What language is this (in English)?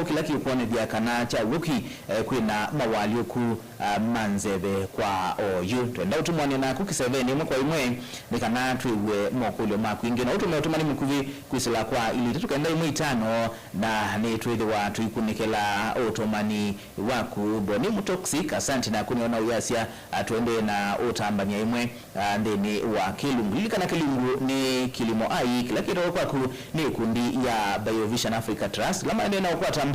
Kamba